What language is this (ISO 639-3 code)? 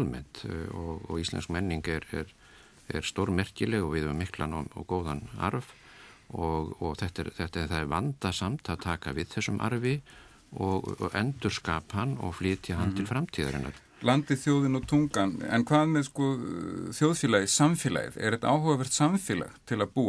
isl